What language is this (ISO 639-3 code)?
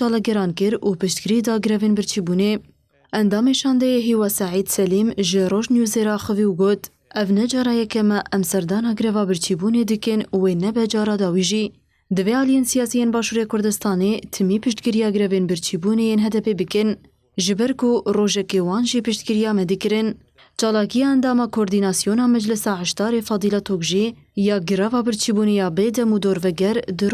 kur